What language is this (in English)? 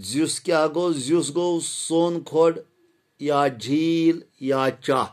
Kashmiri